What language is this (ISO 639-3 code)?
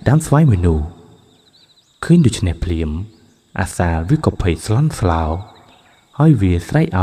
khm